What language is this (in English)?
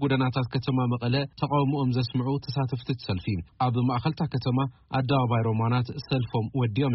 Tigrinya